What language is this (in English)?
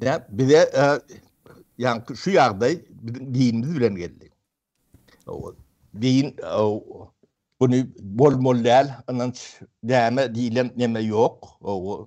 Turkmen